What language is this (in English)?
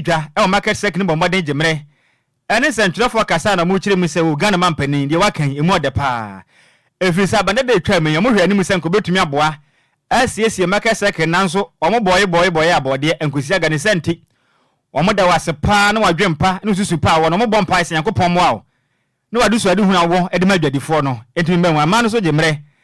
Akan